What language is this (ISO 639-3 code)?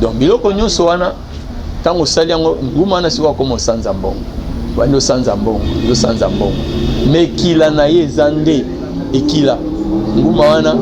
lin